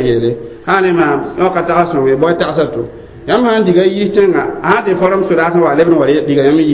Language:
Mossi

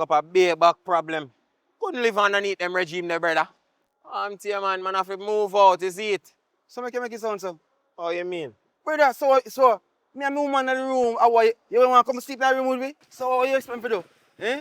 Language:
Jamaican Creole English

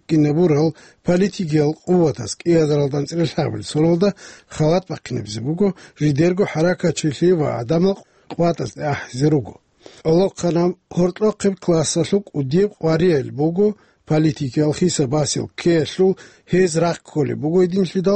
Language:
Avaric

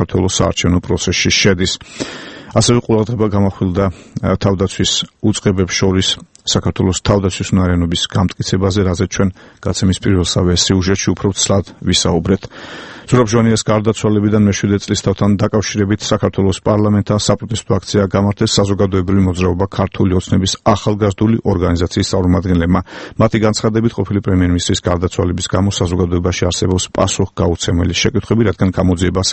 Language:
Georgian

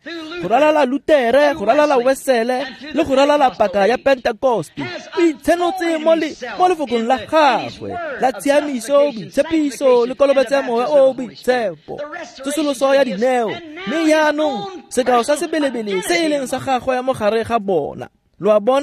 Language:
Tswana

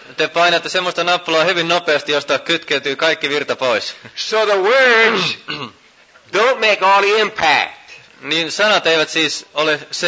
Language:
Finnish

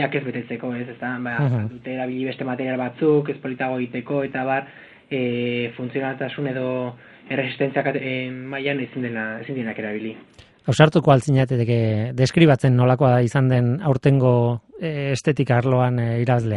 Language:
Basque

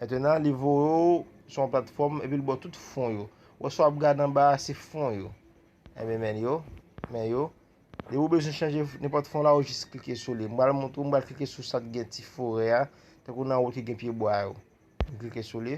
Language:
Haitian Creole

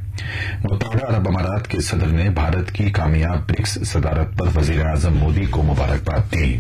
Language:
Urdu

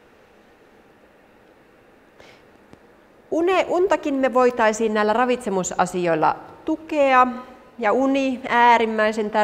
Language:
Finnish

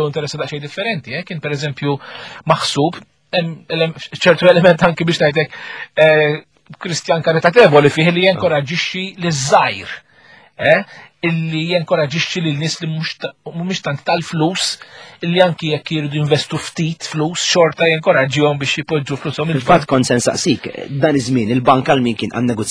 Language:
Maltese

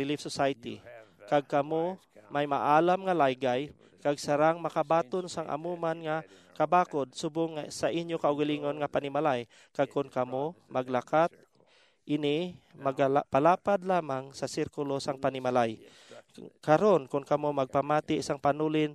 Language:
Hiligaynon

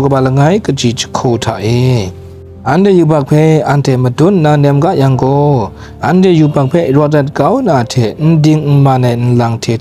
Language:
Kachin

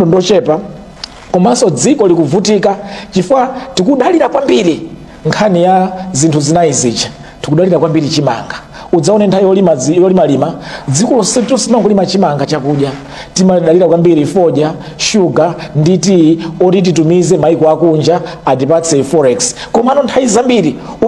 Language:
Nyanja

